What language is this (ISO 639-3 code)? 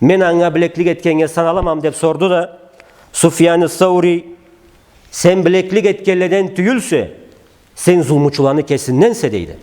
krc